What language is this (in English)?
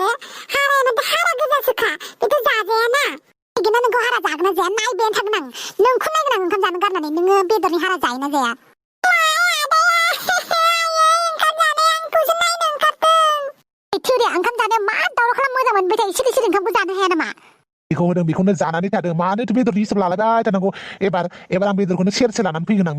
Bodo